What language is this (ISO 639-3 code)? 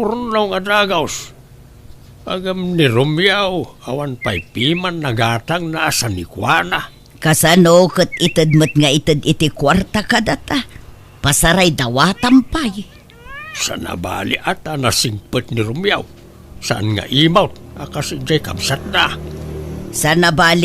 ilo